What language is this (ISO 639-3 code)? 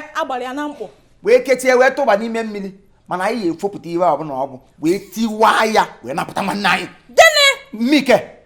ibo